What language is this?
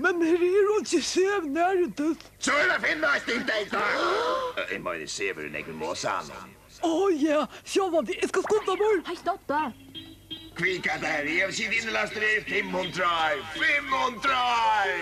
Faroese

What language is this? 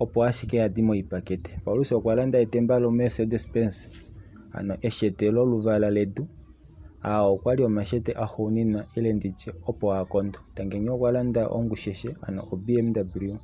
Kuanyama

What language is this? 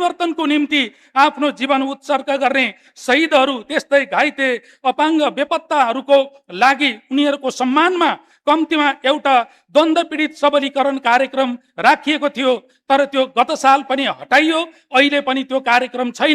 Nepali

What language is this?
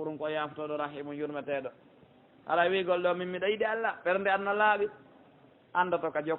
Pular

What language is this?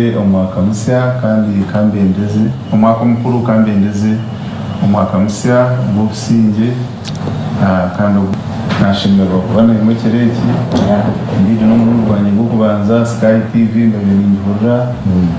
Nyankole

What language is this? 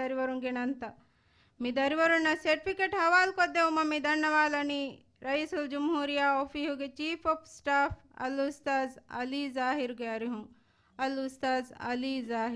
Divehi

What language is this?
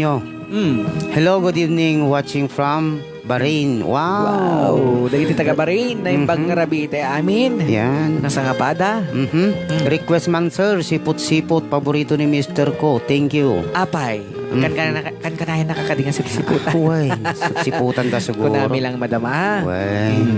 Iloko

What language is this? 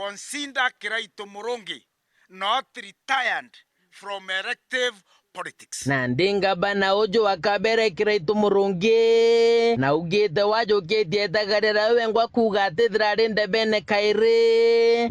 Meru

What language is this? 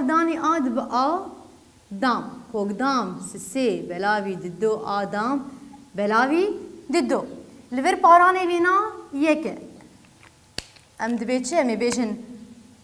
Kurdish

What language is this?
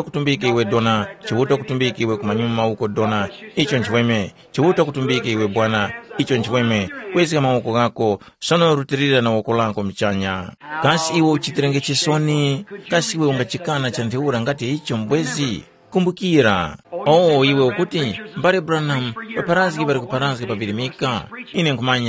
Tumbuka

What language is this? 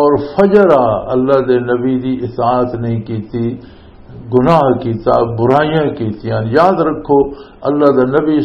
Western Panjabi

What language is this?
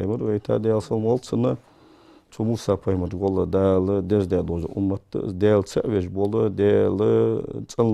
Ingush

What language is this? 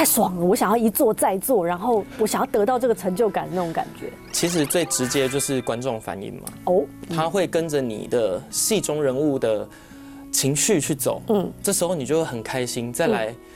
Chinese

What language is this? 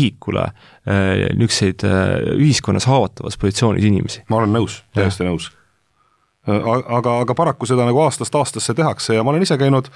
Estonian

